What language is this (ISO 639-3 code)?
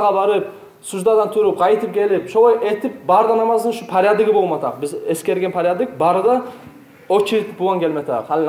kum